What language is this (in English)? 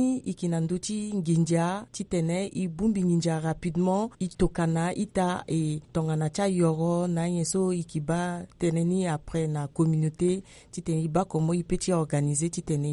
Sango